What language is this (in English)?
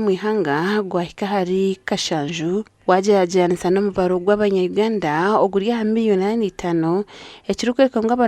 Nyankole